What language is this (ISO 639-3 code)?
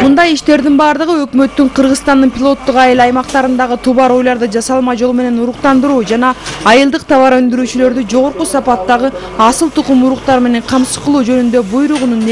kir